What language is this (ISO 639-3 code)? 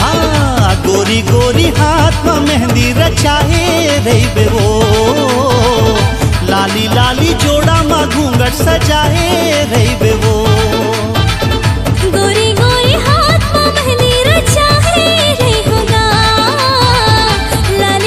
hne